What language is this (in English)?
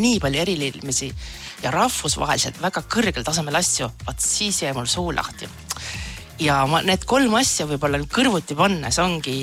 Estonian